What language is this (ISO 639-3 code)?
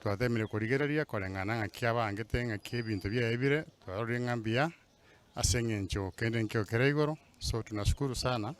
guz